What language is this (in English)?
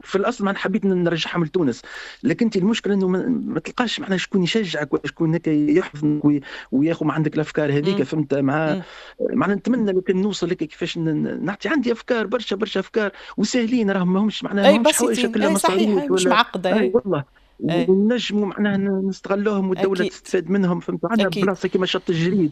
Tunisian Arabic